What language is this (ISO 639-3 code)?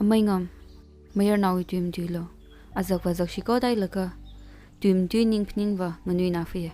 nmf